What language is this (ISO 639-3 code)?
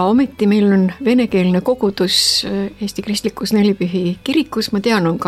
est